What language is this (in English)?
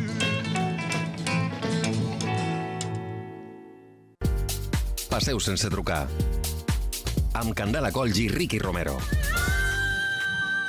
Catalan